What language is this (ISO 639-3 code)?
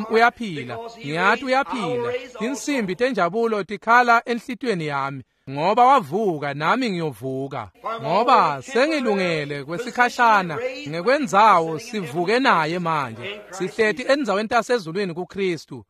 ssw